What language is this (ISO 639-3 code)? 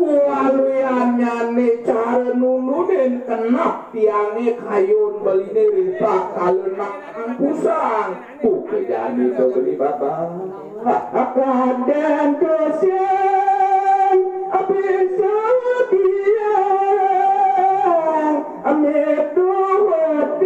ban